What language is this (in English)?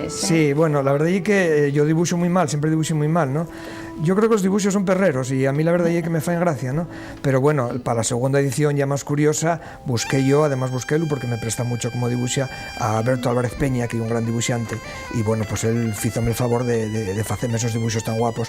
Asturian